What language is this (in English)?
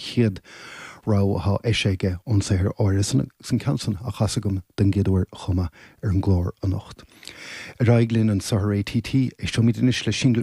Irish